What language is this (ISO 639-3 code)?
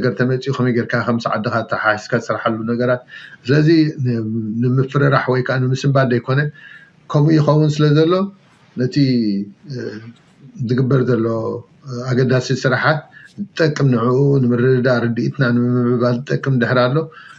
tir